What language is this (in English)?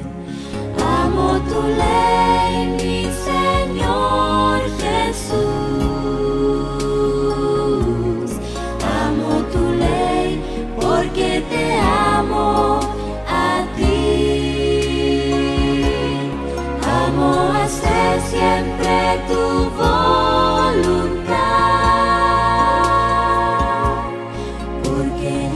Spanish